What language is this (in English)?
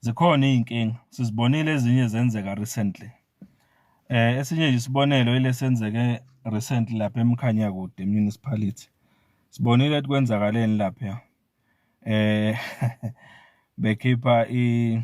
Zulu